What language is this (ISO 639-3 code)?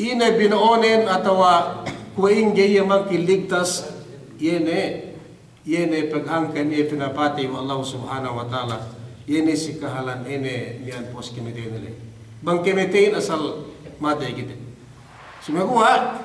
yka